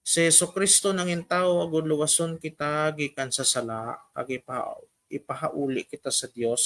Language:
Hiligaynon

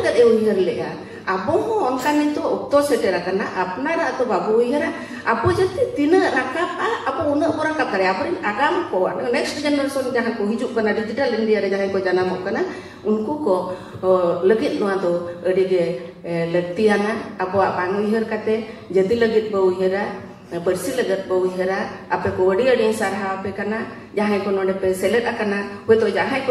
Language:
Santali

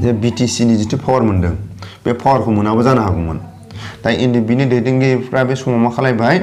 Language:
Bodo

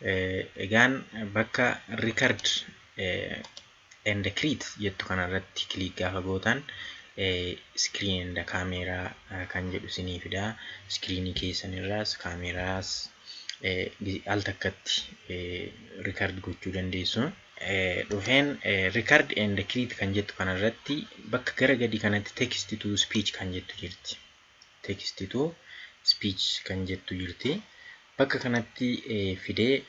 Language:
Oromo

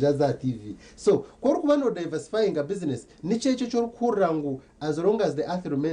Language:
Nyankole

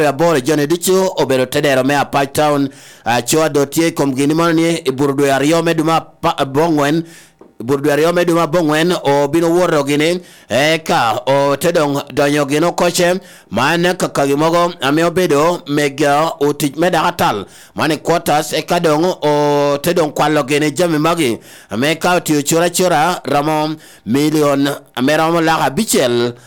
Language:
Lango (Uganda)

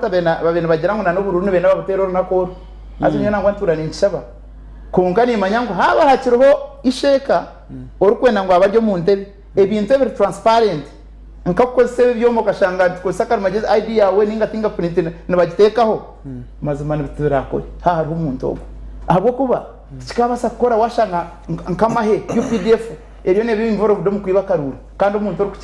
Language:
Nyankole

